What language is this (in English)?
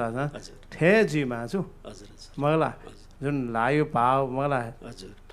Newari